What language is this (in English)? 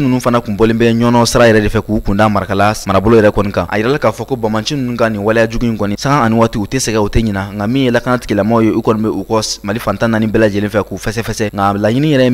Bambara